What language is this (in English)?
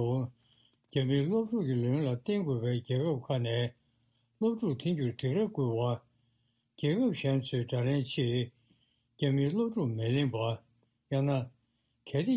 Tibetan